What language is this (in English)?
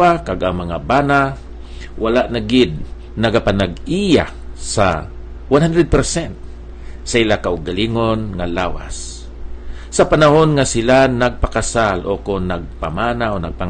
Hiligaynon